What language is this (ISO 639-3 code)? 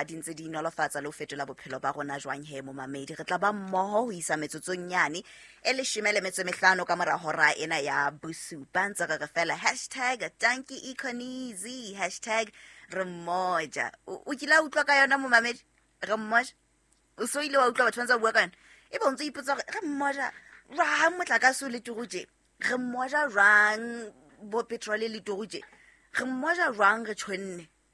sot